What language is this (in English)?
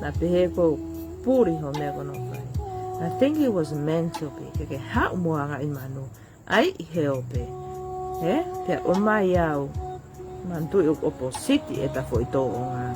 Tongan